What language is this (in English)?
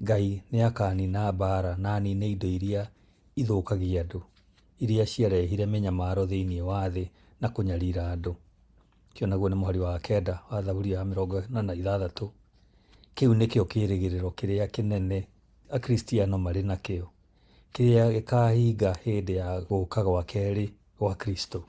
Kikuyu